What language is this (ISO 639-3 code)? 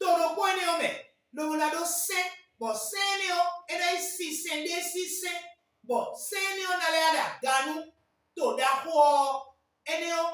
fon